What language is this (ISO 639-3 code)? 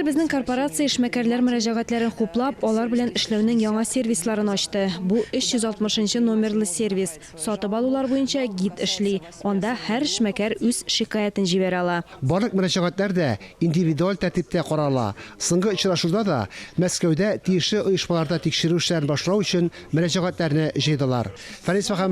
tat